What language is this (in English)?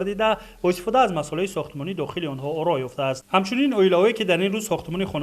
Tajik